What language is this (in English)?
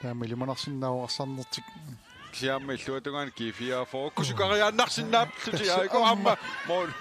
Kalaallisut